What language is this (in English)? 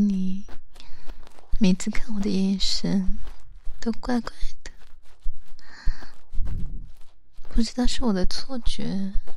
Chinese